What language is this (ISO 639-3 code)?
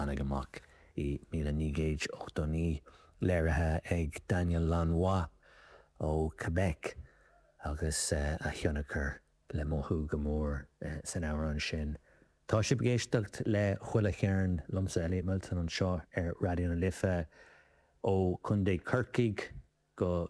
gle